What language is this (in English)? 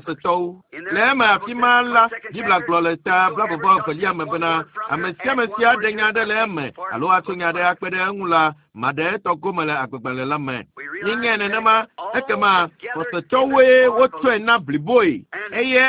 Ewe